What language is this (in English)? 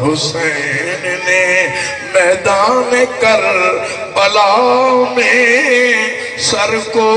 Saraiki